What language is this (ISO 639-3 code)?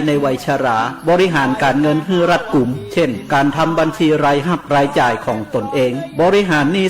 lhu